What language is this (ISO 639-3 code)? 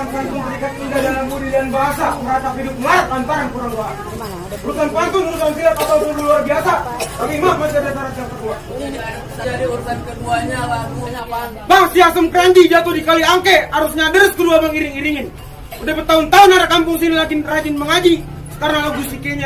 bew